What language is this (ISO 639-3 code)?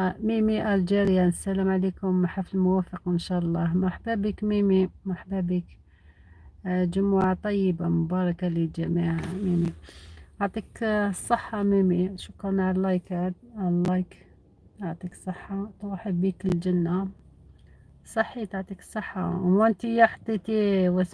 arq